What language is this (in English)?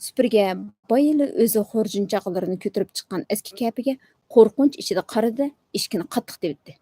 Uyghur